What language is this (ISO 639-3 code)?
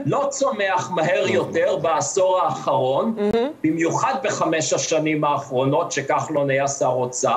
heb